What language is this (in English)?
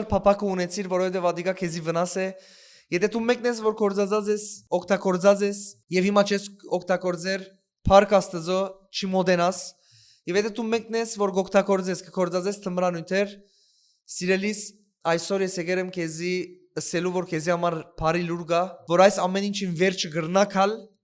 Western Armenian